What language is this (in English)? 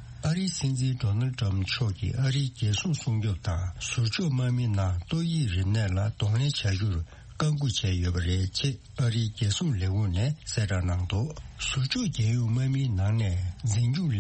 Tibetan